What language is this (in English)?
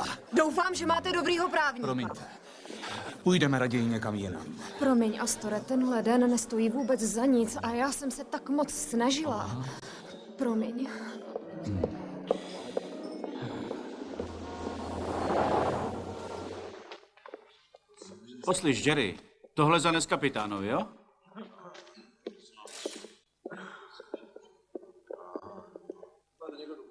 Czech